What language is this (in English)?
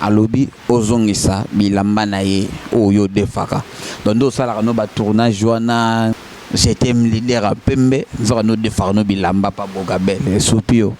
Lingala